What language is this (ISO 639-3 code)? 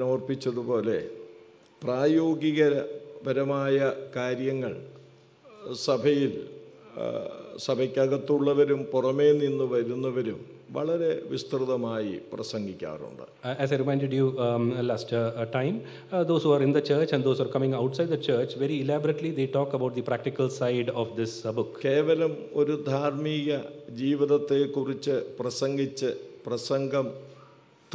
mal